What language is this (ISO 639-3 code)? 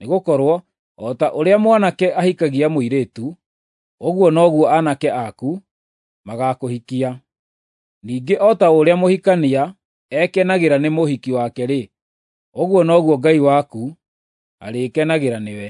kik